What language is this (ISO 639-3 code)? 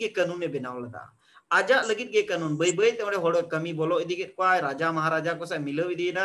sat